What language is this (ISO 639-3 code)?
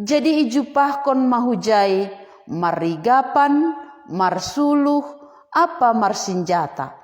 bts